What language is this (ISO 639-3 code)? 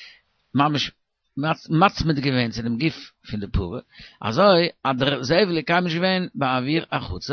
yid